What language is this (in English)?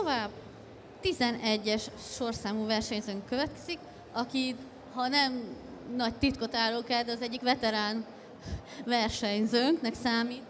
Hungarian